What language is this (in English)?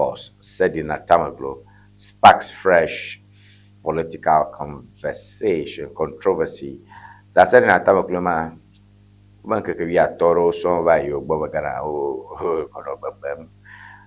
Ewe